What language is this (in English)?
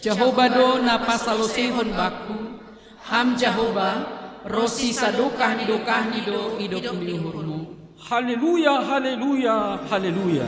Batak Simalungun